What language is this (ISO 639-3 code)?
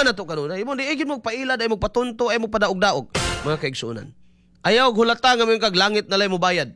ceb